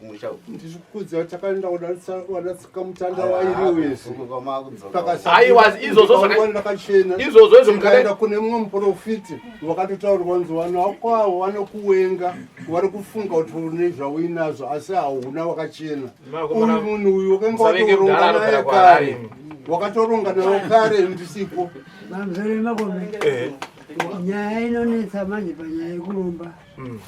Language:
Shona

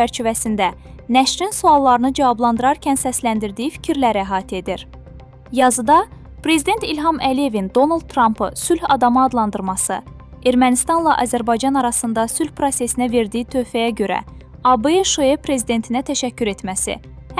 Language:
Azerbaijani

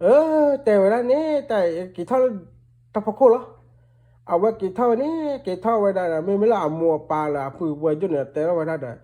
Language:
S'gaw Karen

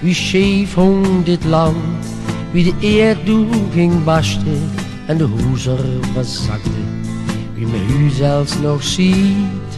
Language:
Limburgish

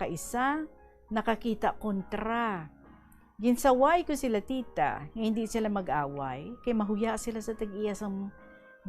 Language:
Hiligaynon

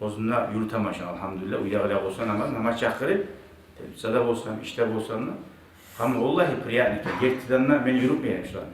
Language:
Kumyk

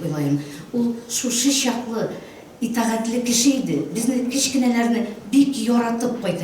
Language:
Tatar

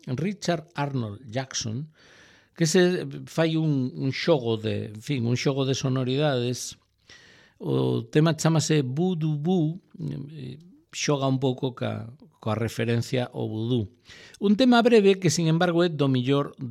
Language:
Galician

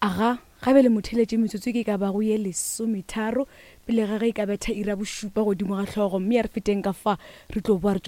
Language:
Northern Sotho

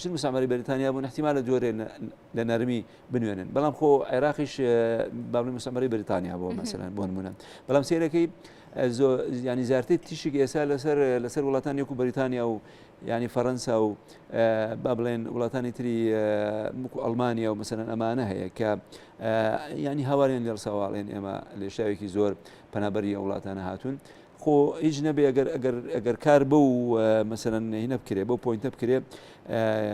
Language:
Central Kurdish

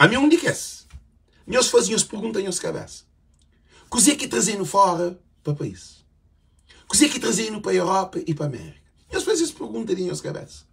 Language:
Kabuverdianu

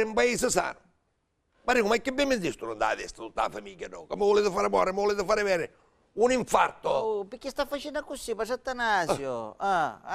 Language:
Sicilian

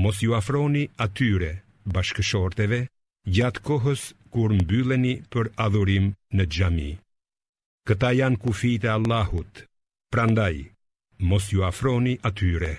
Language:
Albanian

